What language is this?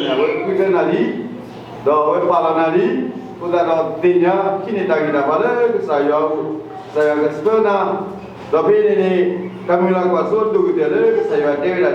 S'gaw Karen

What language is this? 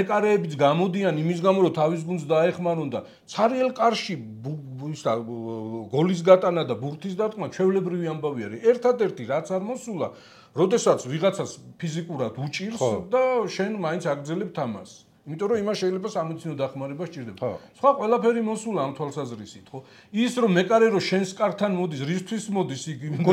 Georgian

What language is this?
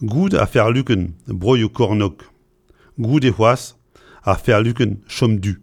Breton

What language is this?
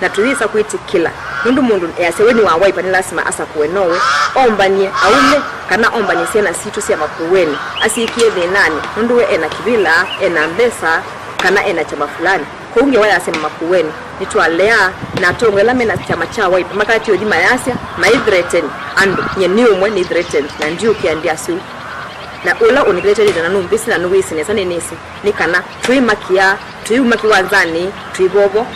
Kamba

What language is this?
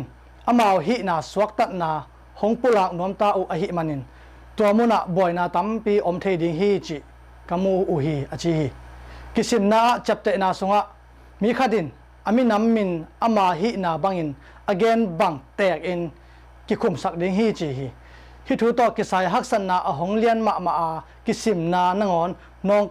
Tedim Chin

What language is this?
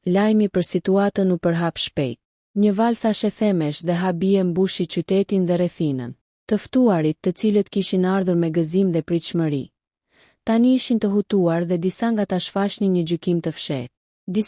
Albanian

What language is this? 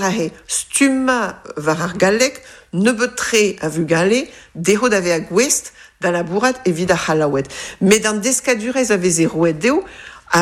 Breton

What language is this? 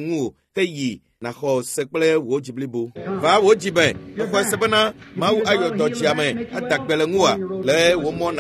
Ewe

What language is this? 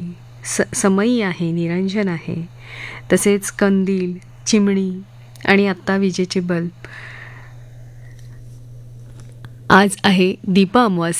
Marathi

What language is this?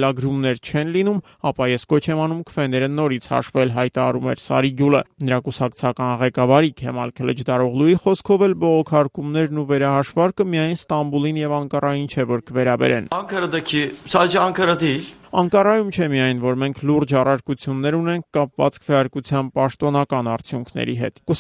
Armenian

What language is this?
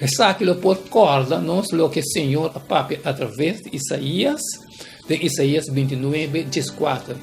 Papiamento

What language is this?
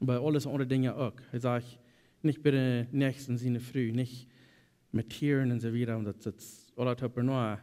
Plautdietsch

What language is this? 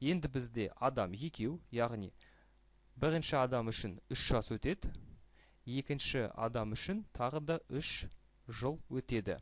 Kazakh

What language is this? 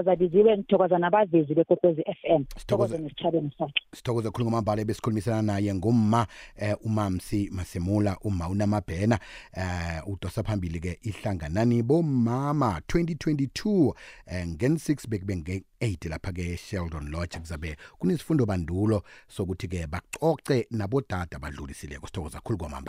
South Ndebele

